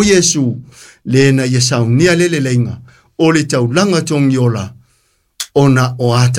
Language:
Samoan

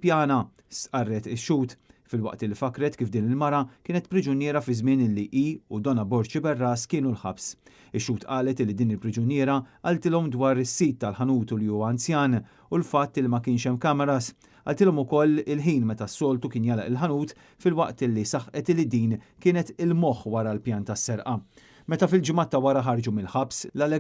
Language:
Maltese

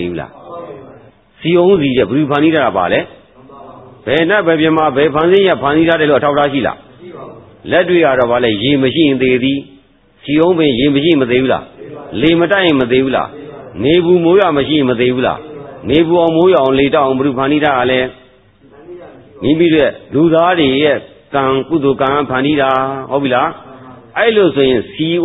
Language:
Burmese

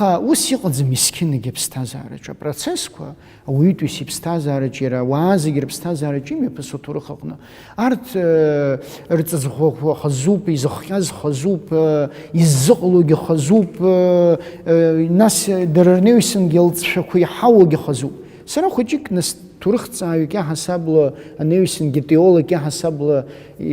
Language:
Abkhazian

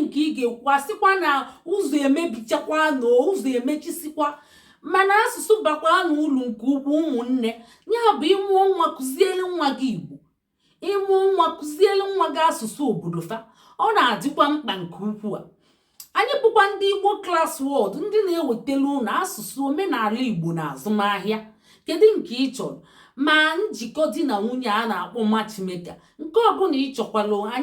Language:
Igbo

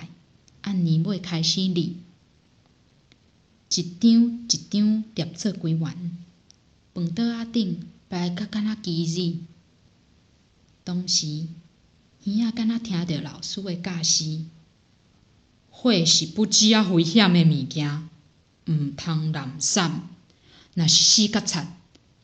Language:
Min Nan Chinese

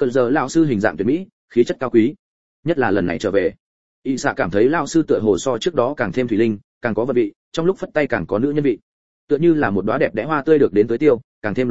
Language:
Vietnamese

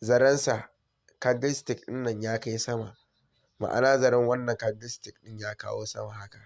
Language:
Hausa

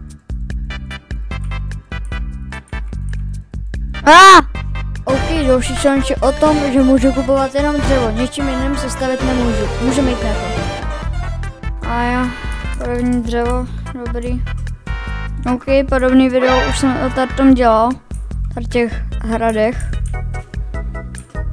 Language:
Czech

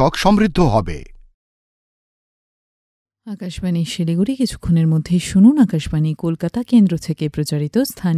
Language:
Bangla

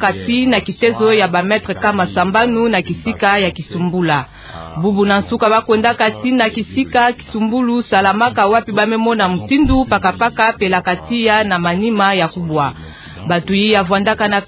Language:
Kituba (Democratic Republic of Congo)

